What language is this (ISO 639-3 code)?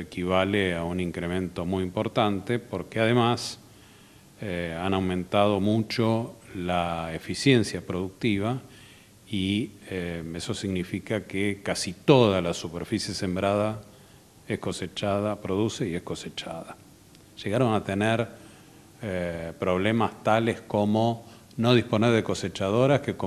spa